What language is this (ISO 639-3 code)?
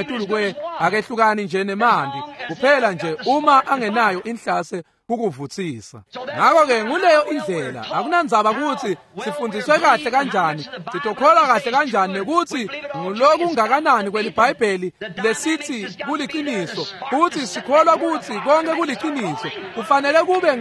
ssw